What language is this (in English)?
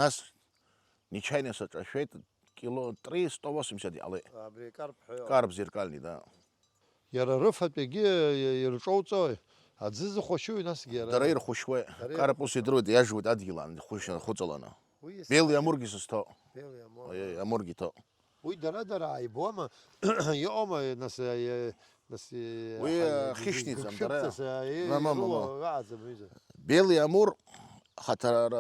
Abkhazian